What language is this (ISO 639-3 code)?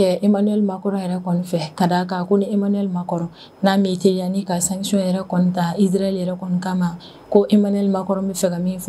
bam